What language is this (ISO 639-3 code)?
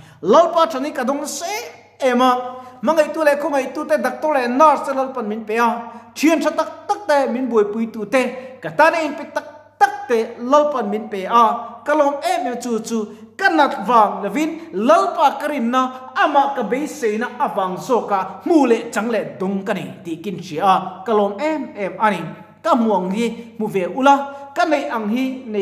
lus